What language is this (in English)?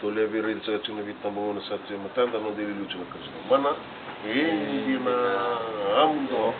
Fijian